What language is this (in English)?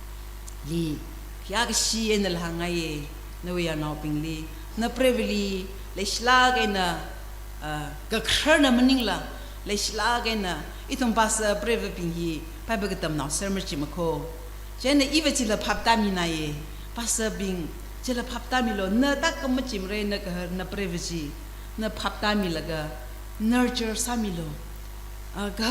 Tangkhul Naga (India)